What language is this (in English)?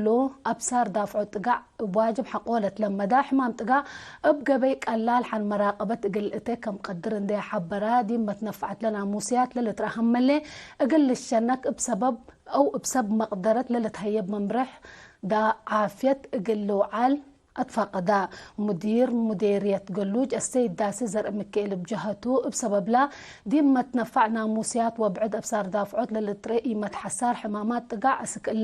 Tigre